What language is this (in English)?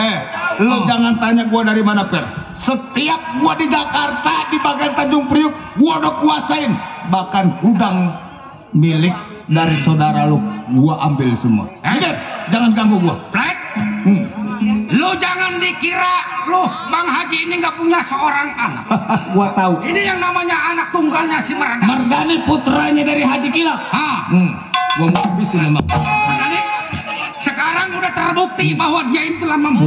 Betawi